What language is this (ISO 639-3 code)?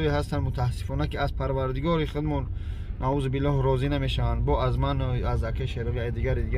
tgk